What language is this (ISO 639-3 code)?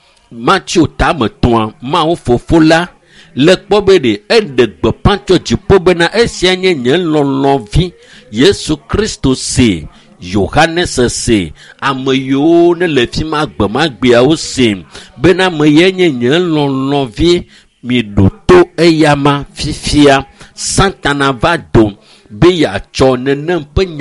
ewe